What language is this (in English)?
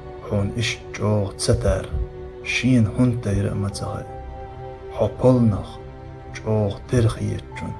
Chechen